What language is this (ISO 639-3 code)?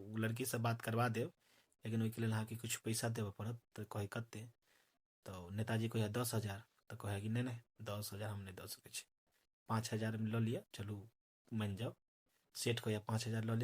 mai